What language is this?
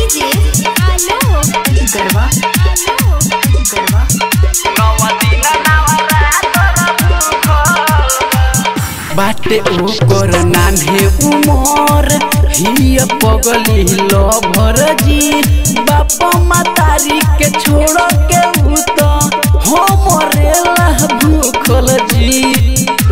Bhojpuri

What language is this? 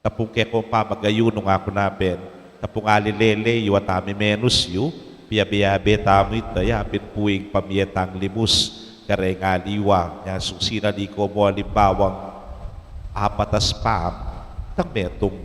Pampanga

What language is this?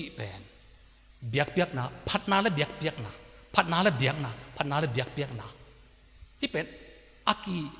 Tedim Chin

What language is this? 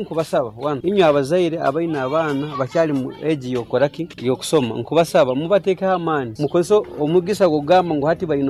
Nyoro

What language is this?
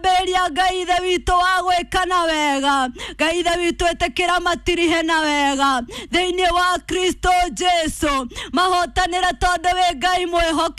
Kikuyu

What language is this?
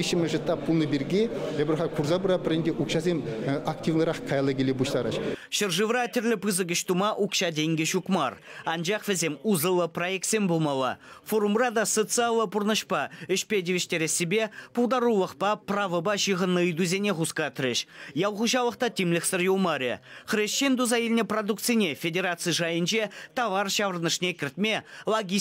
Chuvash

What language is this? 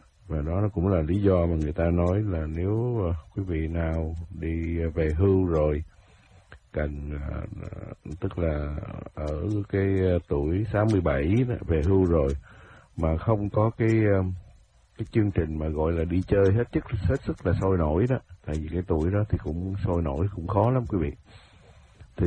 Vietnamese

